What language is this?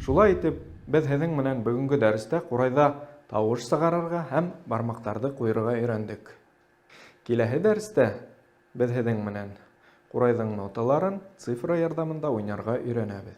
Bashkir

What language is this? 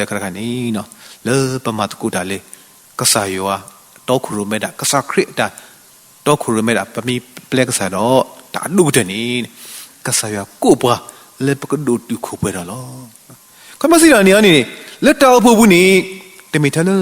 S'gaw Karen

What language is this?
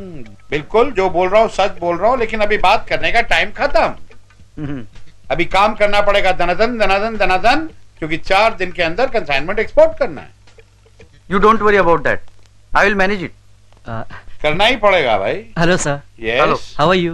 Marathi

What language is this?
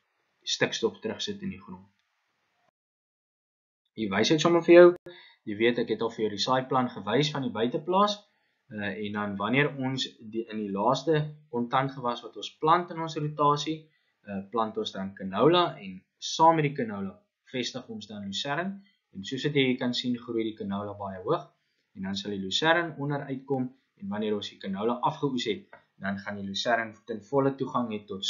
Afrikaans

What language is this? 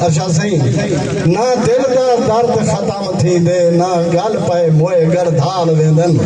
Saraiki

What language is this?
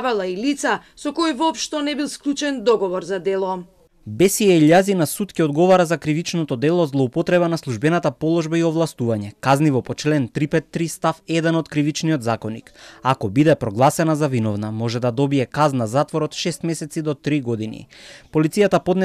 Macedonian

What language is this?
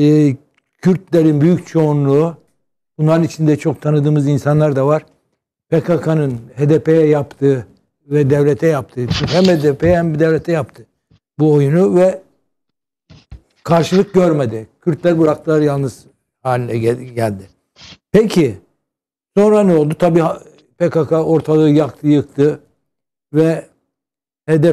Turkish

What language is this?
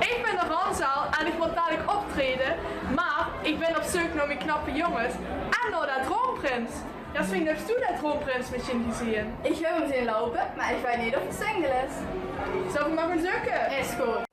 Limburgish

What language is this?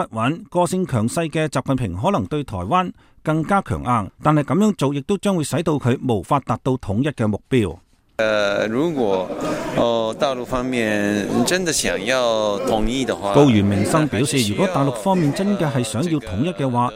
Cantonese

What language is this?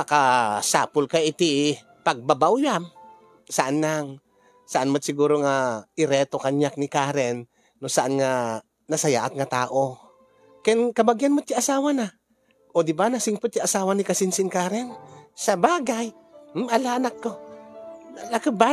Iloko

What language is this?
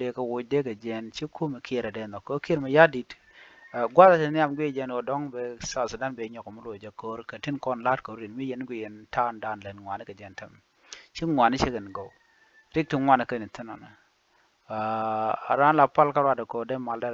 Nuer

